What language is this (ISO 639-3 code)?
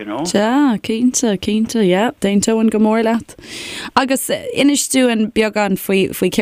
gle